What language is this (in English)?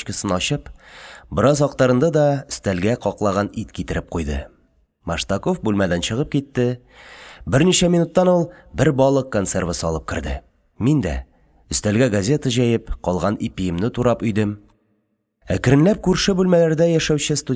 Tatar